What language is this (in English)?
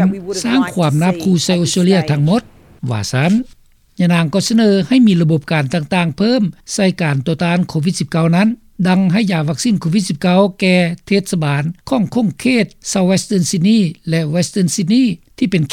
Lao